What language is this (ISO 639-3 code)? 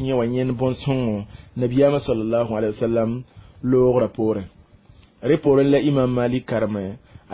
mos